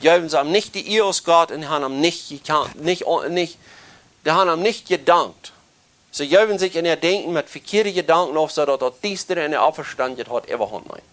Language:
Plautdietsch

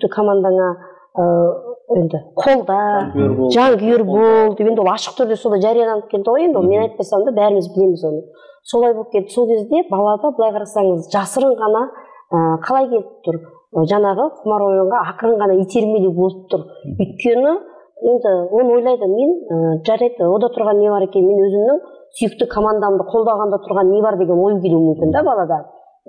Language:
Kazakh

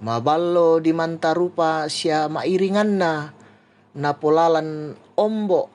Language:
Toraja-Sa'dan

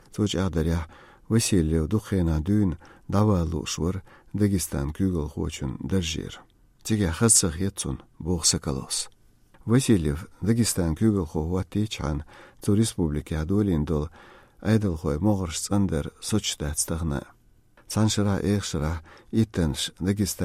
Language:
Lithuanian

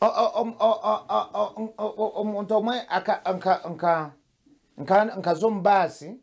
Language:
Nyankole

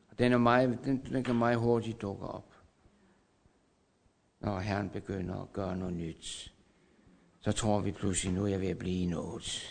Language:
Danish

